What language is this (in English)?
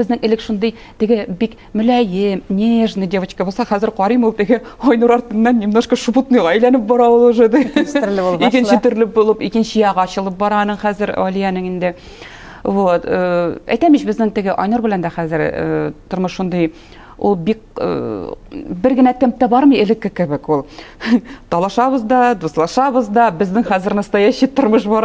Tatar